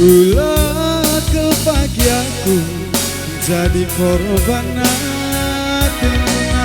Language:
Batak Karo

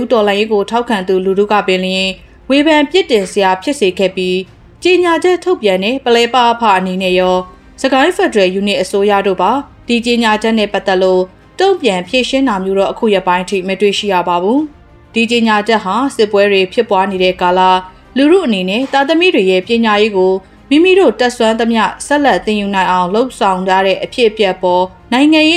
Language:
Burmese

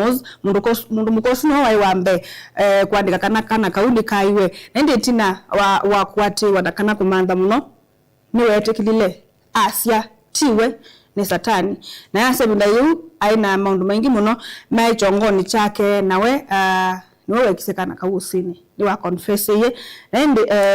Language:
Kamba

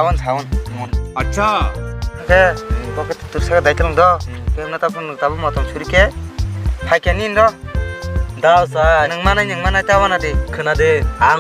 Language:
Kok Borok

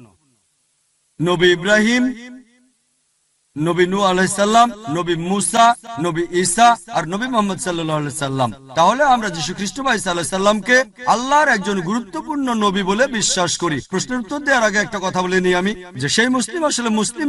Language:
Bangla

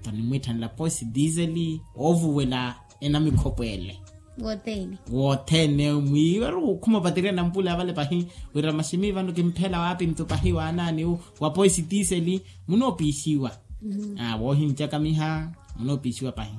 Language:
Makhuwa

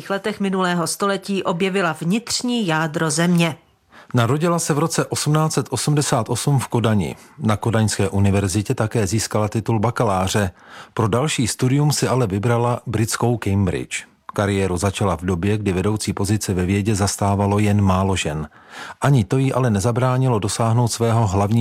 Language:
Czech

